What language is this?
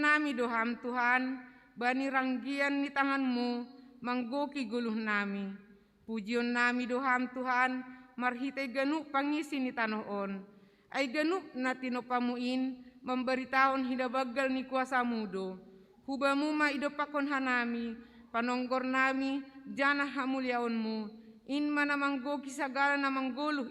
Batak Simalungun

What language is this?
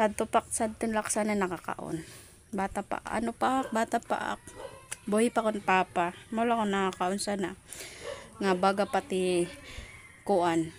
Waray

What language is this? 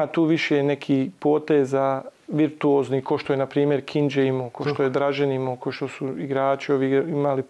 Bosnian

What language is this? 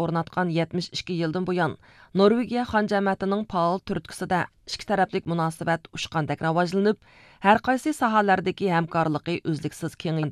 Uyghur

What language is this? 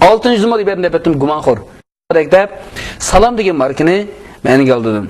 Uyghur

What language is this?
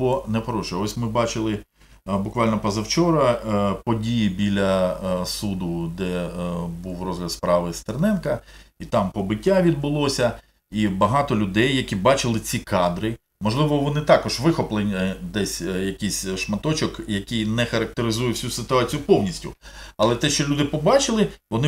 Ukrainian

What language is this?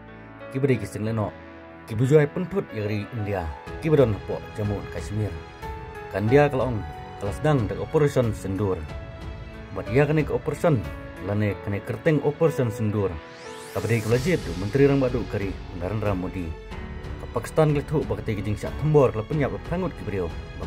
Khasi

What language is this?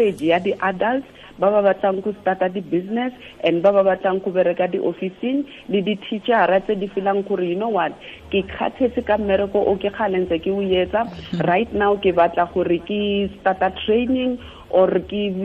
Tswana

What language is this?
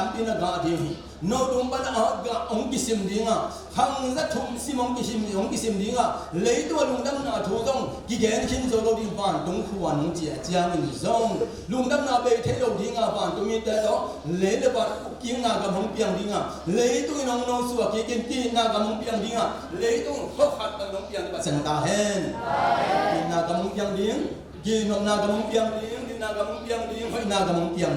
Tedim Chin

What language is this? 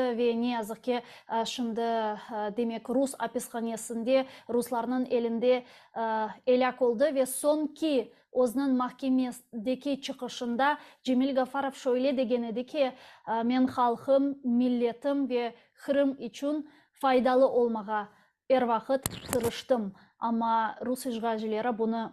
Crimean Tatar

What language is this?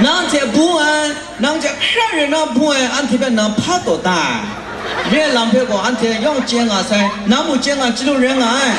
Kachin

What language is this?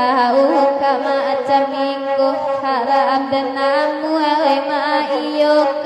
Minangkabau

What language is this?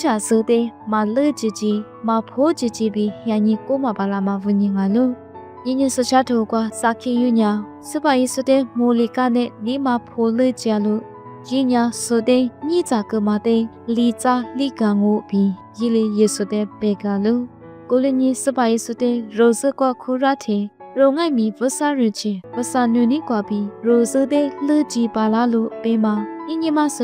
Lisu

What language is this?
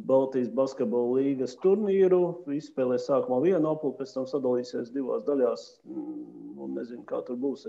Latvian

